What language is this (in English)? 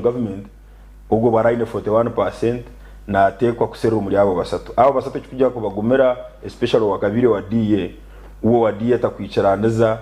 Nyankole